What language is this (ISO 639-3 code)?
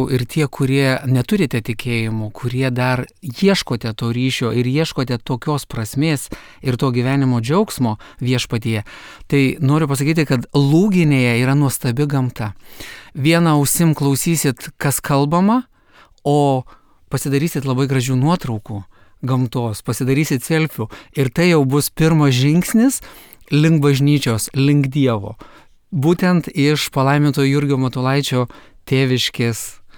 lit